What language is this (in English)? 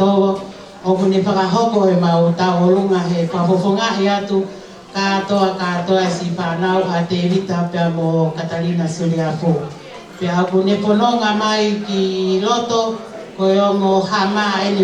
Tongan